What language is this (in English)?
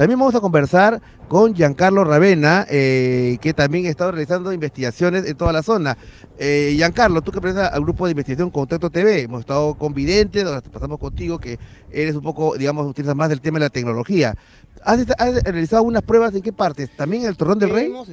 Spanish